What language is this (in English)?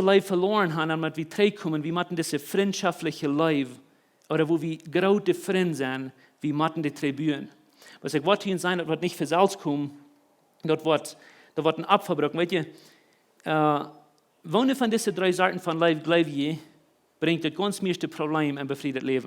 Plautdietsch